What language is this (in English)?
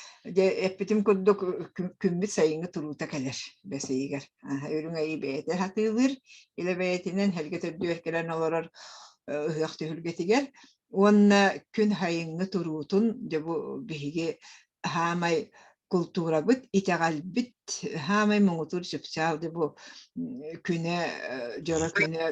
Yakut